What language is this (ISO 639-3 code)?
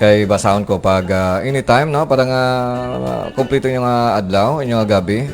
hil